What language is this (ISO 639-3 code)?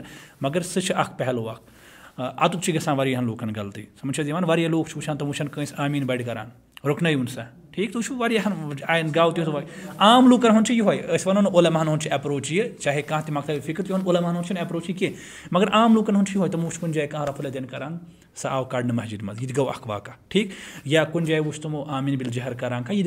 kas